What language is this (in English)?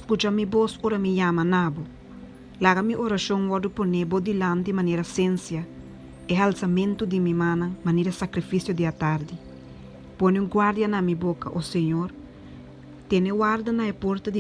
Papiamento